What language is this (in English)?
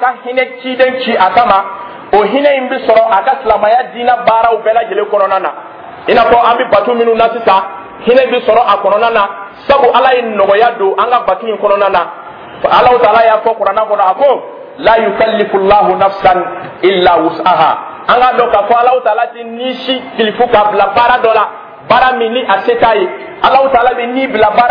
Dyula